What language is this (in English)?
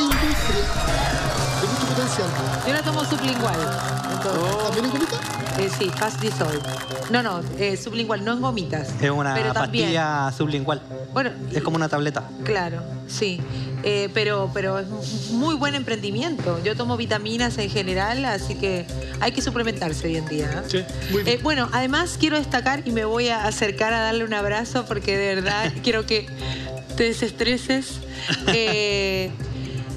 Spanish